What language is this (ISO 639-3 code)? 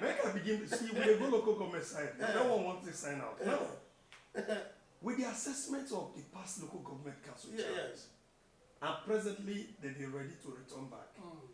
pcm